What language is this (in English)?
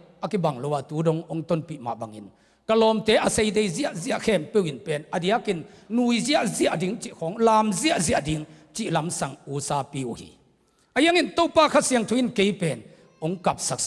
Tedim Chin